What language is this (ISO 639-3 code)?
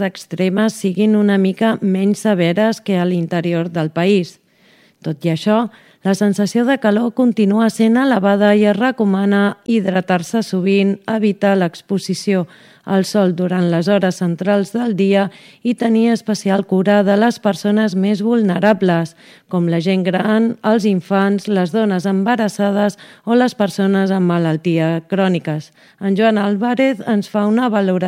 cat